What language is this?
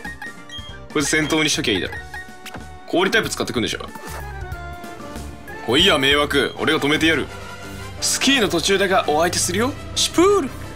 Japanese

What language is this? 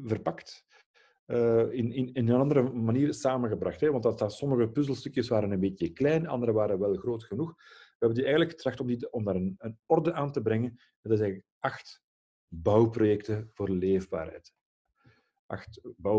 Dutch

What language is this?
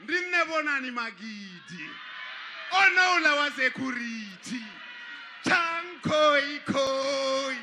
Venda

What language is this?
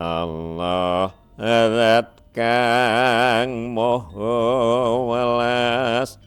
Javanese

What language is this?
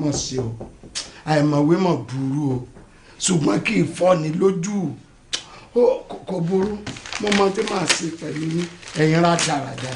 Yoruba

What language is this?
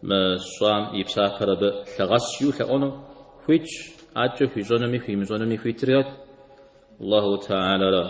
Kabardian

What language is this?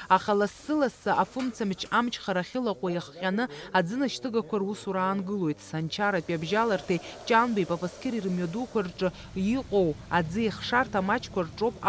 Abkhazian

